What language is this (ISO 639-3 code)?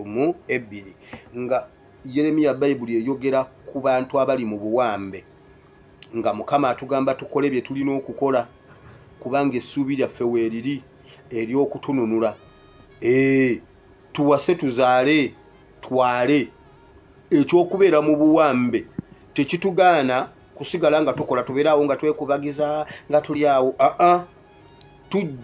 lug